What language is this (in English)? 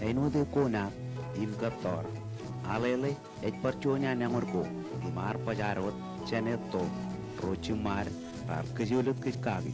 Marshallese